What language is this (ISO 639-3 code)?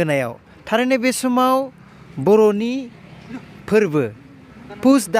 brx